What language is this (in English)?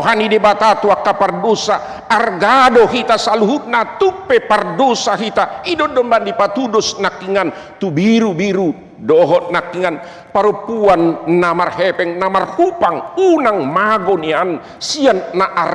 Batak Toba